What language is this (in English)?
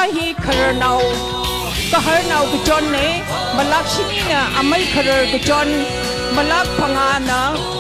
Tangkhul Naga (India)